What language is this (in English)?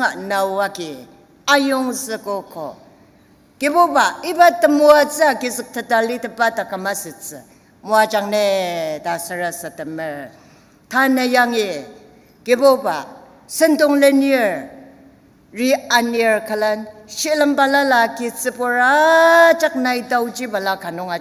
Ao Naga